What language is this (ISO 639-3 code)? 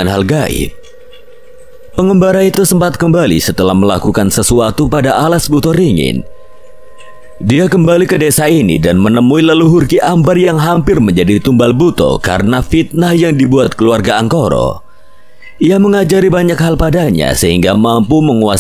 ind